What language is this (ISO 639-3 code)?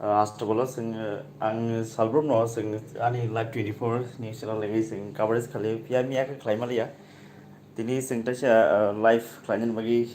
trp